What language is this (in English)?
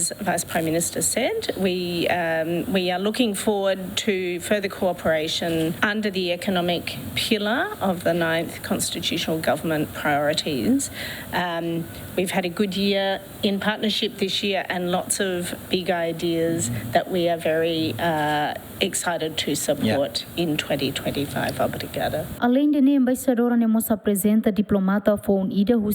Tetum